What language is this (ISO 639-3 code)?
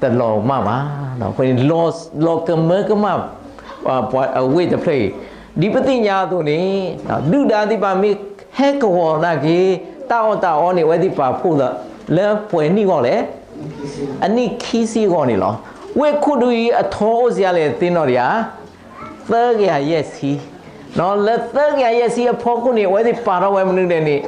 ksw